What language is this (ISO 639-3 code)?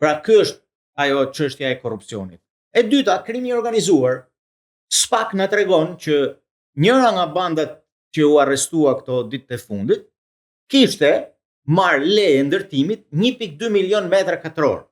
sqi